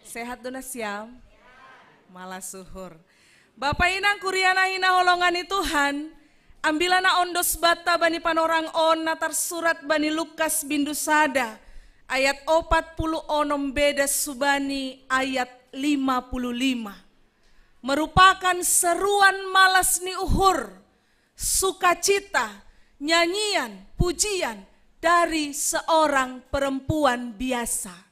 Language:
Batak Simalungun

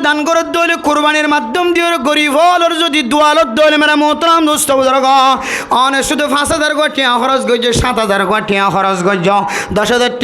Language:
Rohingya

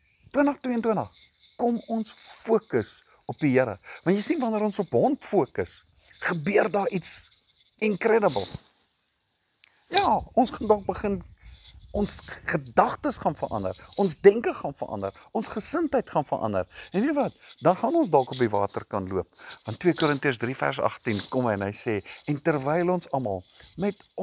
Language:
Afrikaans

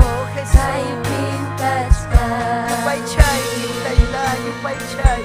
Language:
Ayacucho Quechua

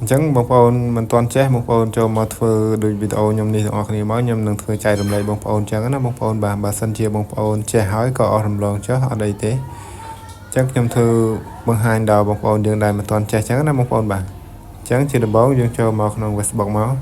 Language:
Khmer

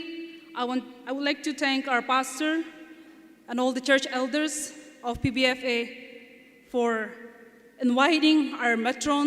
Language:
Naga Pidgin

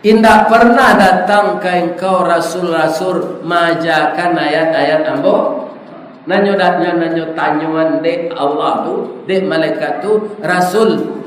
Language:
Minangkabau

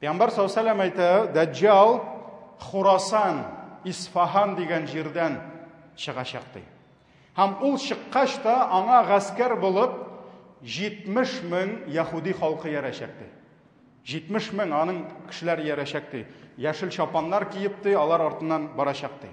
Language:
Tatar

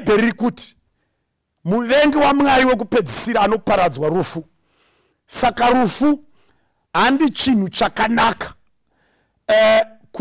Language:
Shona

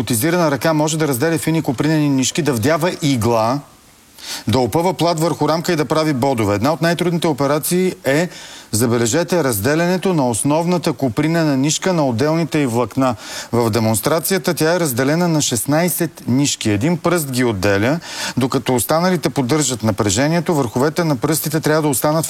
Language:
Bulgarian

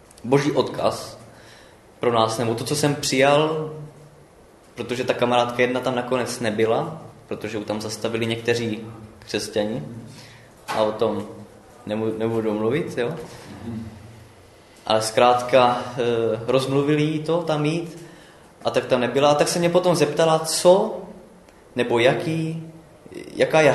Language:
Czech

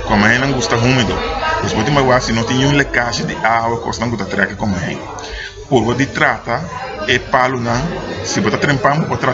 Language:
Papiamento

